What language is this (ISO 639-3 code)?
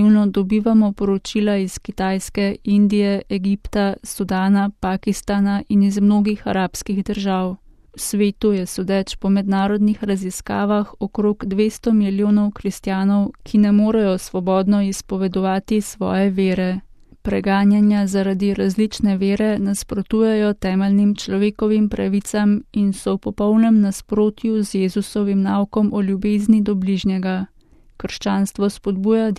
slv